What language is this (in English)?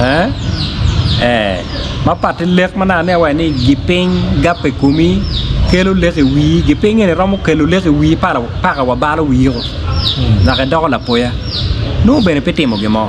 Acoli